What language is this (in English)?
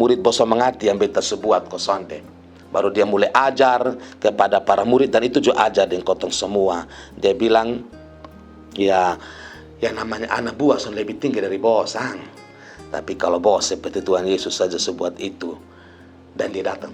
Kupang Malay